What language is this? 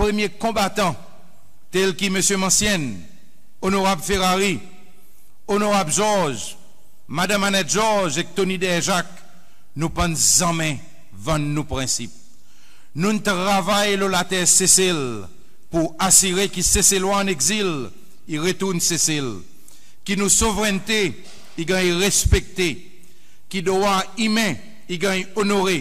Seselwa Creole French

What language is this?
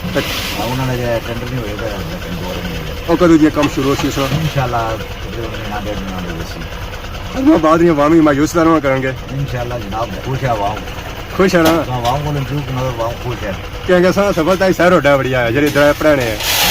Pahari-Potwari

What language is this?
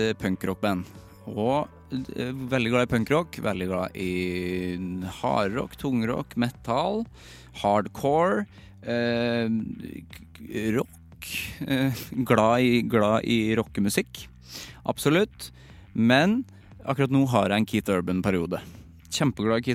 Norwegian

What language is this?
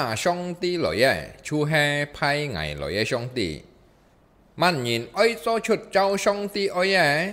Hakka Chinese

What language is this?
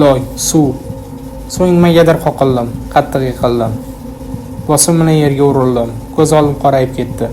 Uzbek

